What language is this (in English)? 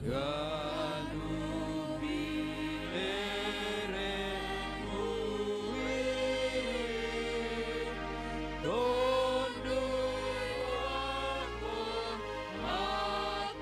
Batak Simalungun